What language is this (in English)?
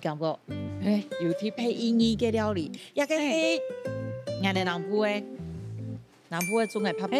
Hakka Chinese